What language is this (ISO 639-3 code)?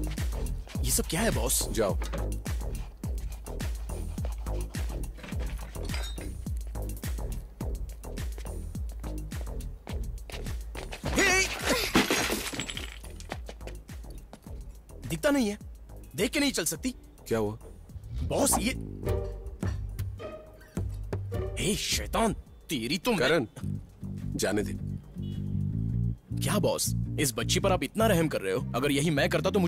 hin